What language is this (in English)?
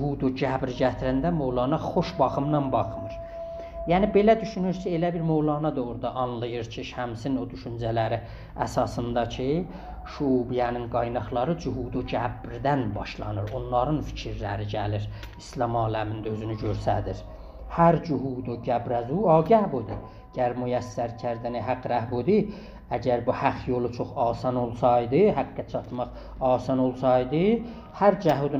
South Azerbaijani